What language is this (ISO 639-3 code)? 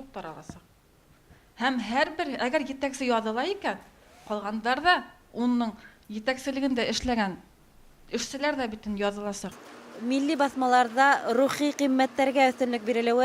bak